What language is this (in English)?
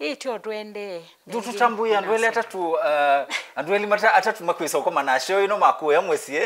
Kamba